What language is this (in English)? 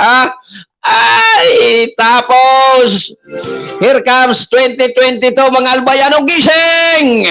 Bikol